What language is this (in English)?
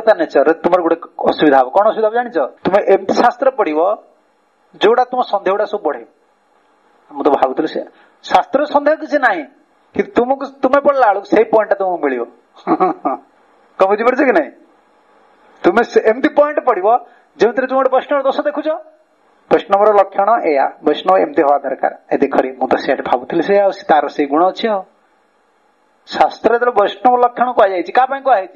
Odia